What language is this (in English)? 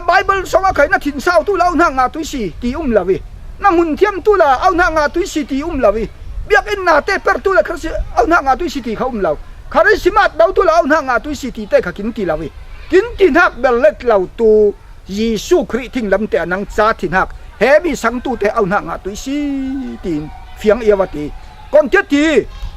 Falam Chin